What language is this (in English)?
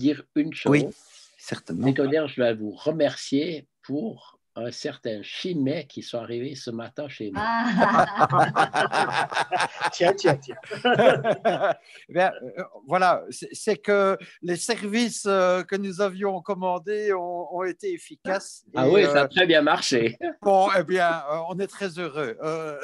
French